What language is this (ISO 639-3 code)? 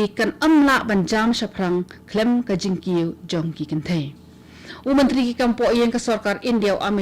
kha